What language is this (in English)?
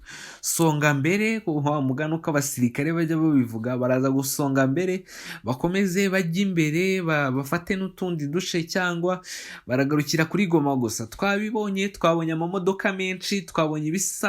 Kinyarwanda